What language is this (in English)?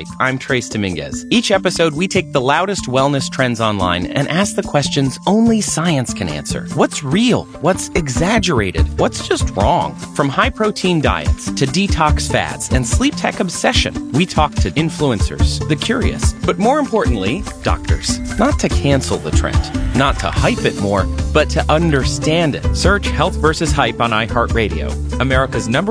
English